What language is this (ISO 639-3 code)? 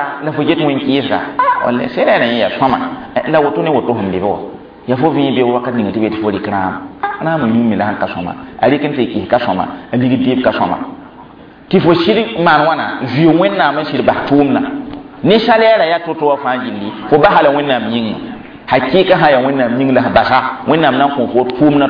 mos